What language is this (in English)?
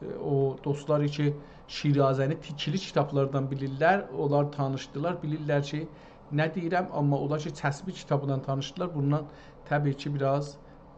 South Azerbaijani